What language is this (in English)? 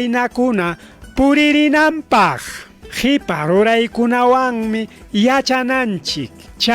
Ayacucho Quechua